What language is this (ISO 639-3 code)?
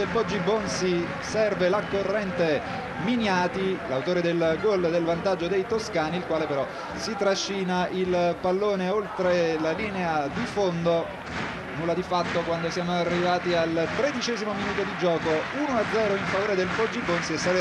ita